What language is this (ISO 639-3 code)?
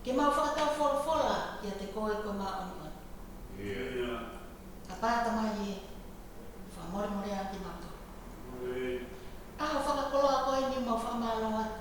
ton